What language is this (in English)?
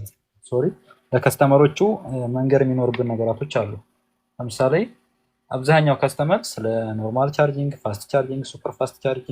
Amharic